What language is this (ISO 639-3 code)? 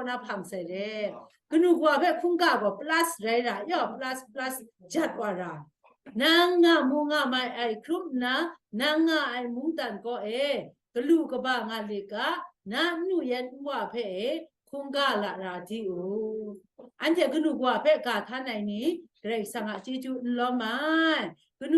kac